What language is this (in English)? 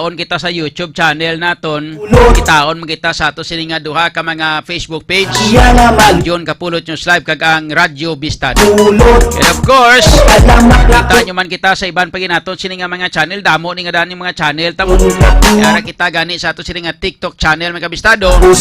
Hiligaynon